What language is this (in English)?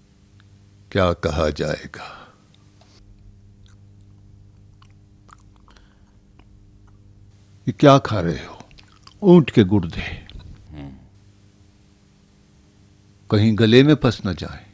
Urdu